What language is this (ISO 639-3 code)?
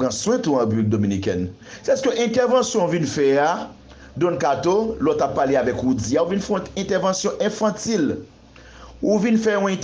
hat